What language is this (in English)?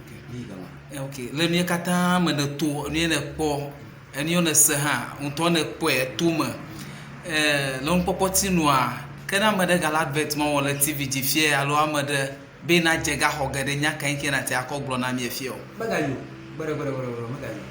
Ewe